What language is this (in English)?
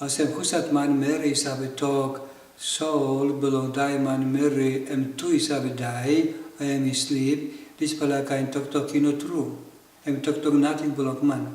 Tok Pisin